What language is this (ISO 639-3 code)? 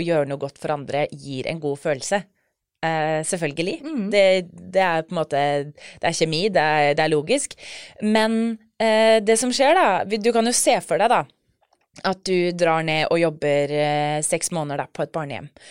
nor